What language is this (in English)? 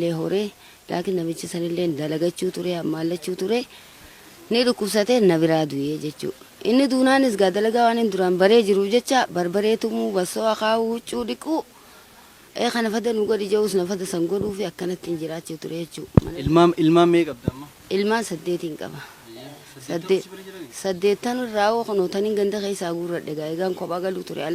Oromo